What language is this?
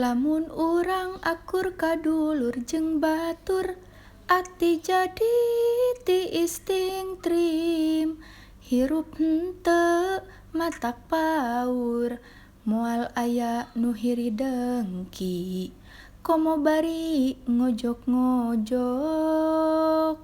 Sundanese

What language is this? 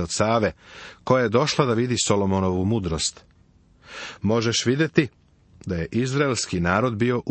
Serbian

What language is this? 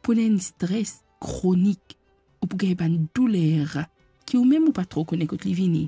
Morisyen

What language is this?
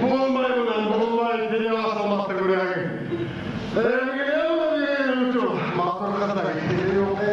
Bashkir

